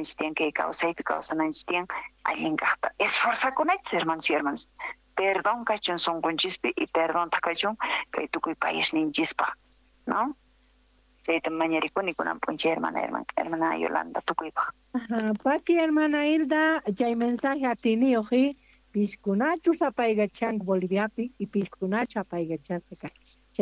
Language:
South Bolivian Quechua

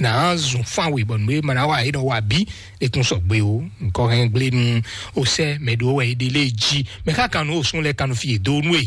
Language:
Fon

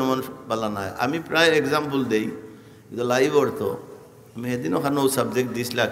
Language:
Sylheti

